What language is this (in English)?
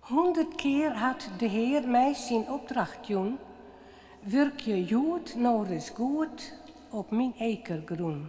Western Frisian